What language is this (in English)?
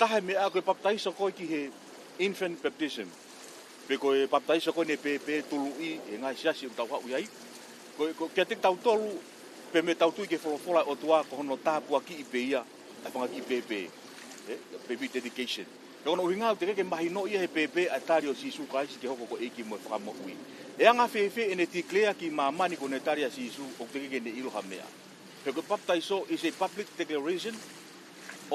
Tongan